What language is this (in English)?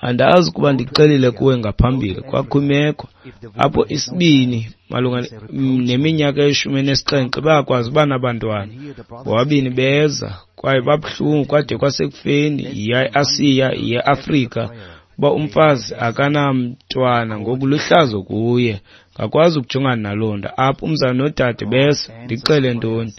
Xhosa